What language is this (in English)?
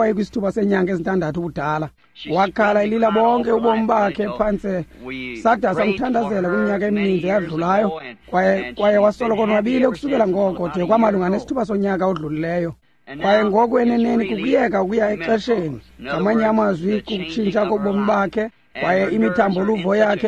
Xhosa